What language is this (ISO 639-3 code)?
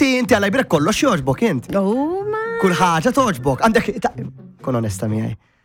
mlt